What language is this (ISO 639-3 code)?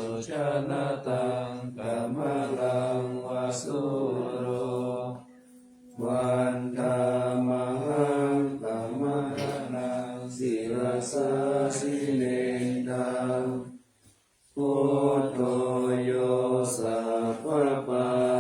pli